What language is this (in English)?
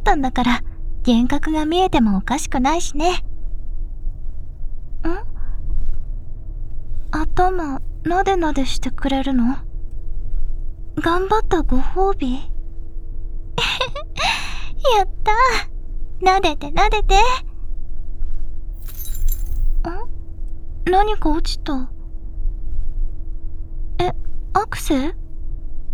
Japanese